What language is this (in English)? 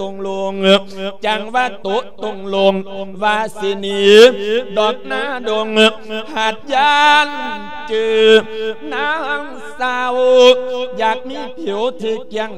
Lao